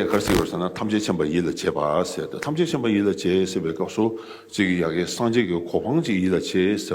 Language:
Tibetan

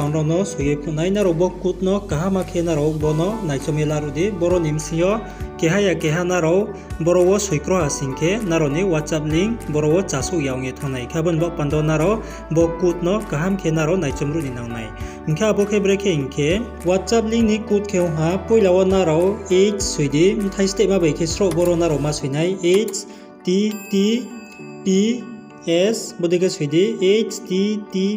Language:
Riang (India)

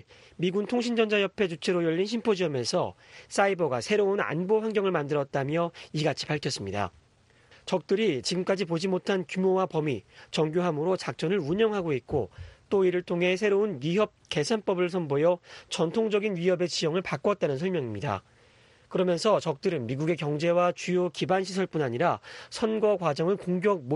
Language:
Korean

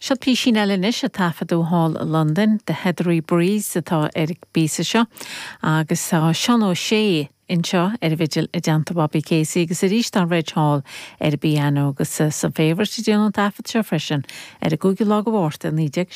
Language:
Irish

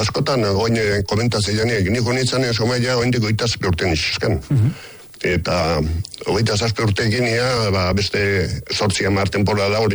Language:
Basque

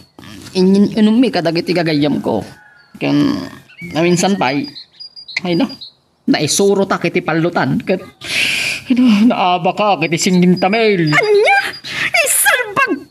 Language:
Iloko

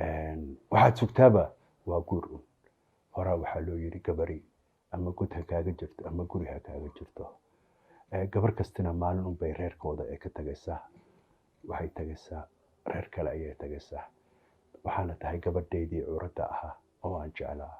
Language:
Somali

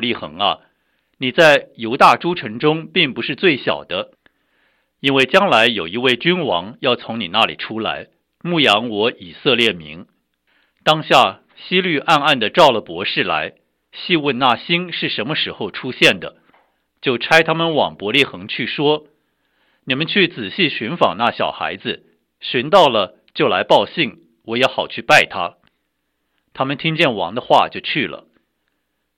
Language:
Chinese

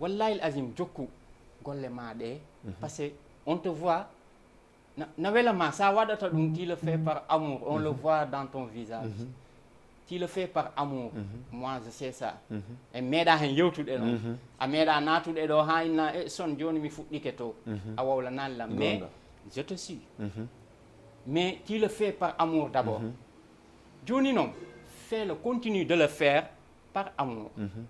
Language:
Fula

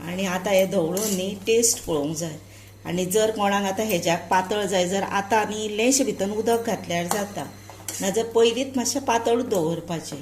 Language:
Konkani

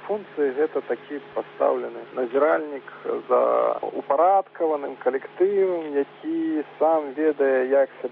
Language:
Belarusian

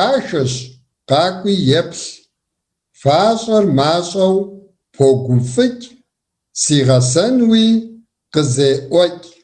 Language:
Kabardian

